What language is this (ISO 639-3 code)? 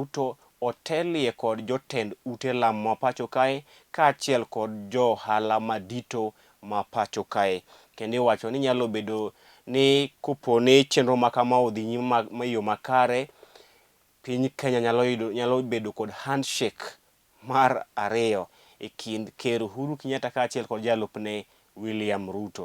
luo